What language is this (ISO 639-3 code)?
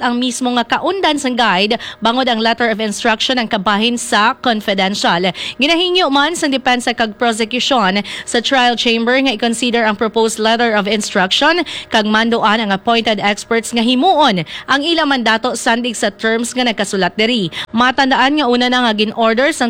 hil